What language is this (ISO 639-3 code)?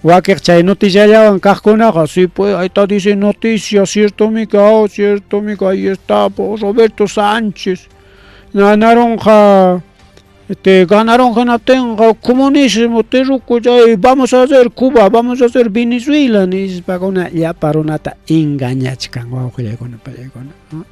quy